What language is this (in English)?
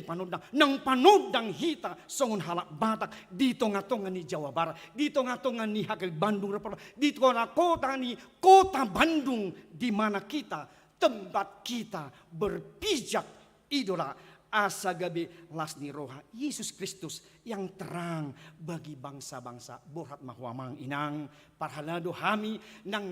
Batak Toba